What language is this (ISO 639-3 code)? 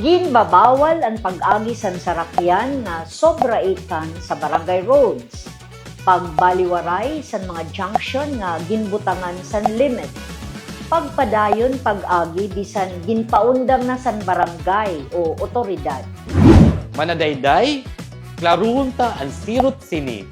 war